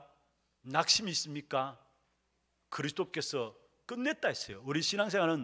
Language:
Korean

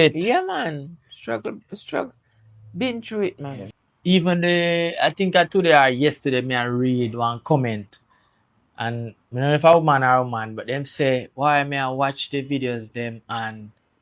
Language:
Jamaican Creole English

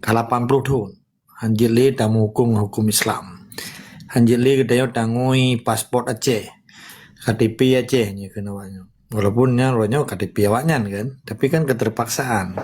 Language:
Achinese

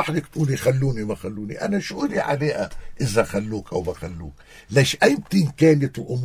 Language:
North Levantine Arabic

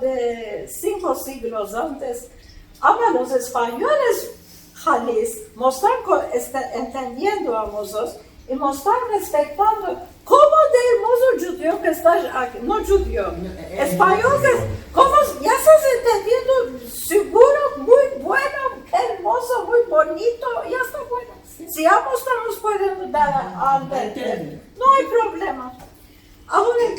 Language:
Ladino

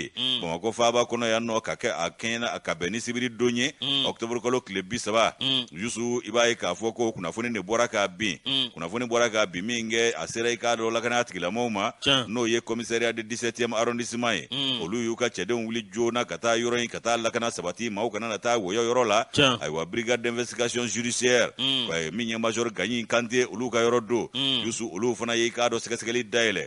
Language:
Bambara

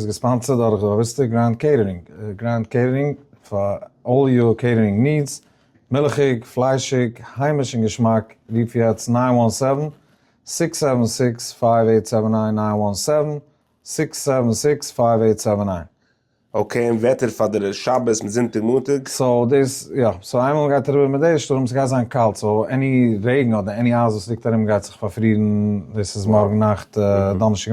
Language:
Yiddish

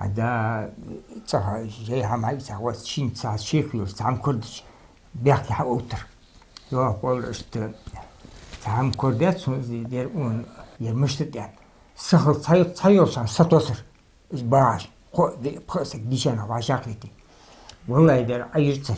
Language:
Ingush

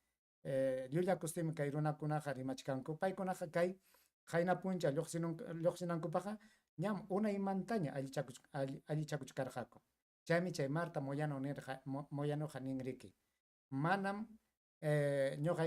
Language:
Ayacucho Quechua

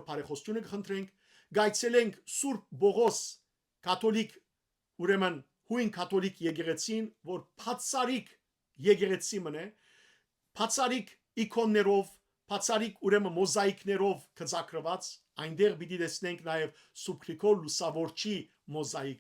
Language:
Western Armenian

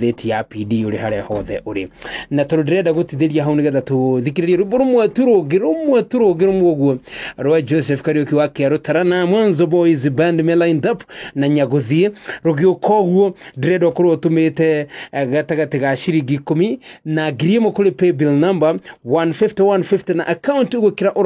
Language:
Kikuyu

